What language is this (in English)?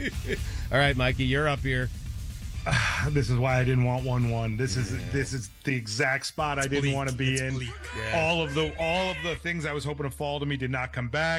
English